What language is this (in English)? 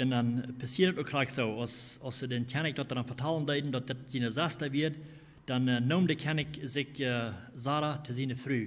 Plautdietsch